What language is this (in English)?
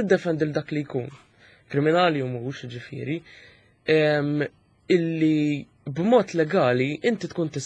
Maltese